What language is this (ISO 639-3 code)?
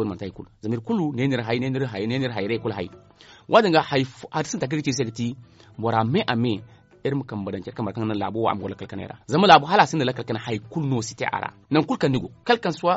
dje